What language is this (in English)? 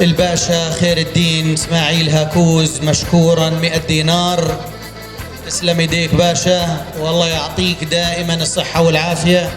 North Levantine Arabic